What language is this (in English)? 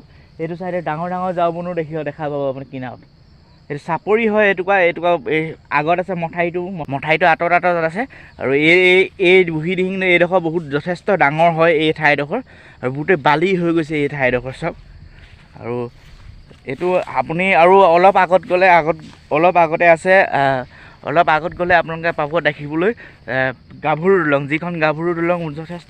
Assamese